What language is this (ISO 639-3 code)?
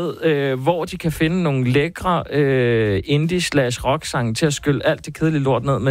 dan